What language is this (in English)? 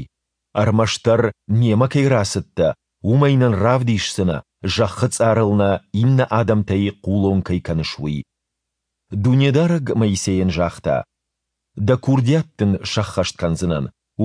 Ossetic